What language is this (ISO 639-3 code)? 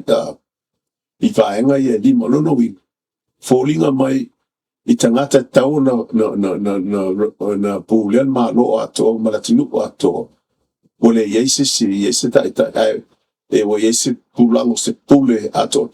smo